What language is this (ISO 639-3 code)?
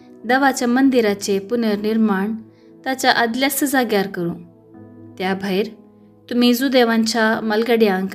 kok